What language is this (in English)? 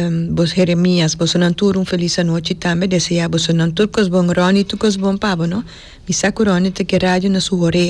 Papiamento